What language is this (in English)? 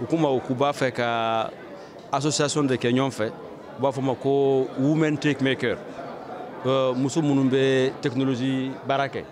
Bambara